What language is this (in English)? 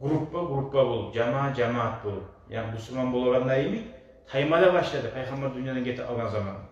Kumyk